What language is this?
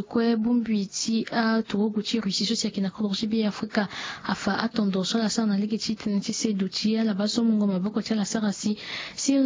Sango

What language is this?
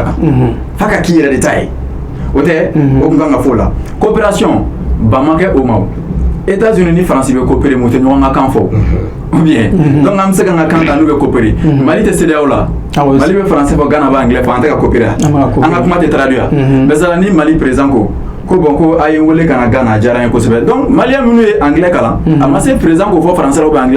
Bambara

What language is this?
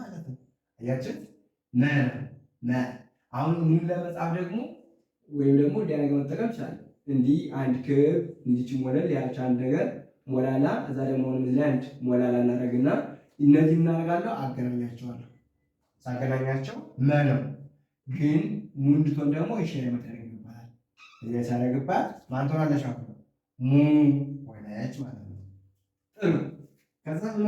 Amharic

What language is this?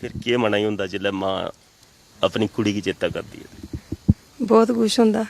Dogri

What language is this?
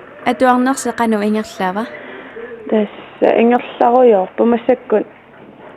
Kalaallisut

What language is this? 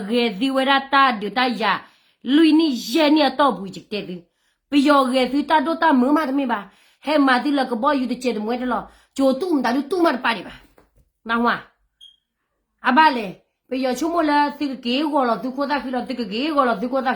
S'gaw Karen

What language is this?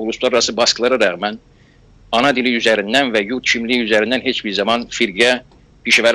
South Azerbaijani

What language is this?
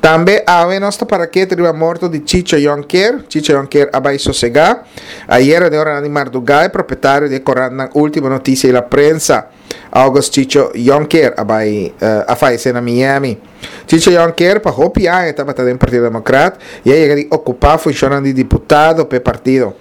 Papiamento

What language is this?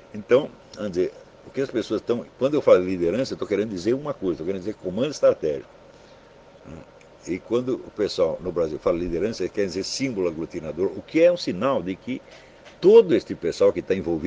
Portuguese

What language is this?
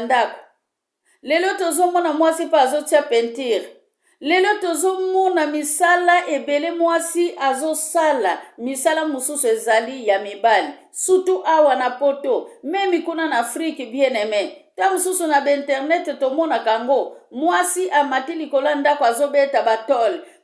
Lingala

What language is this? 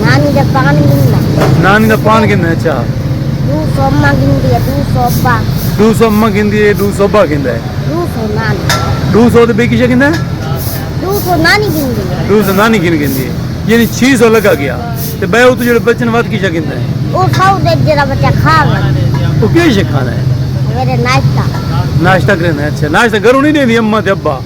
Saraiki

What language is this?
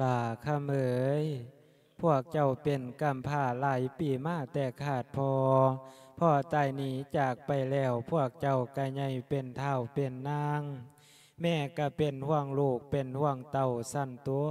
Lao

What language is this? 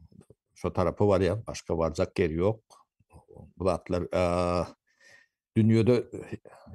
Turkmen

